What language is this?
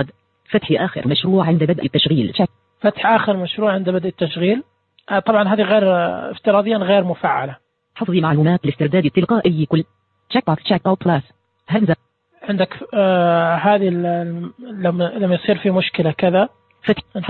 Najdi Arabic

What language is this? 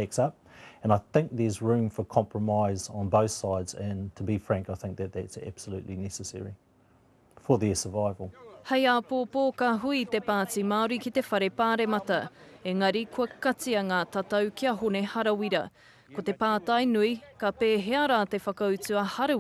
Māori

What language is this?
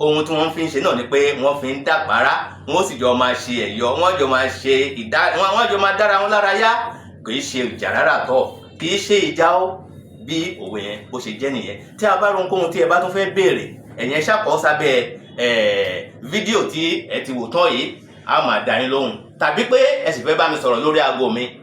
Yoruba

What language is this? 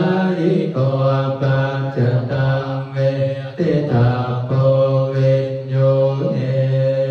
Pali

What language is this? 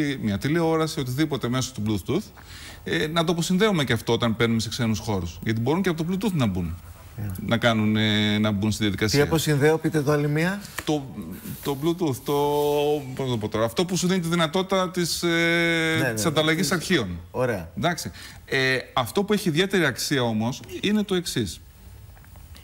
Greek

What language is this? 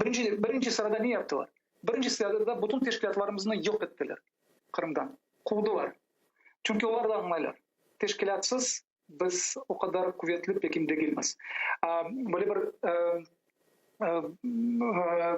Crimean Tatar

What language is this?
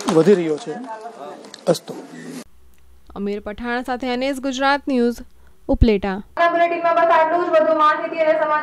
Gujarati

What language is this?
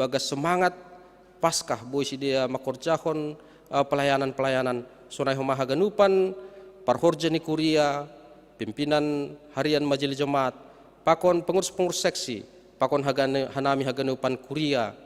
Batak Simalungun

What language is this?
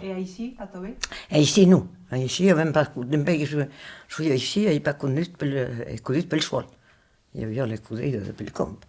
Occitan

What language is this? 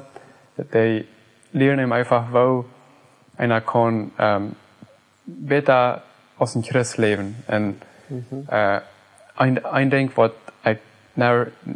Plautdietsch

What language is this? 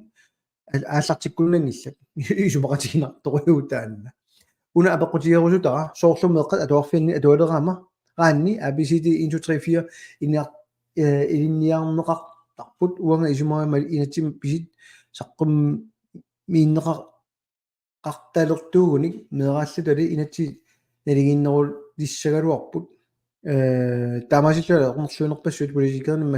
Kalaallisut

